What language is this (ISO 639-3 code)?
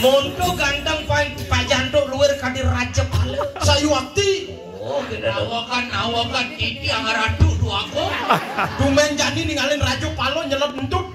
ban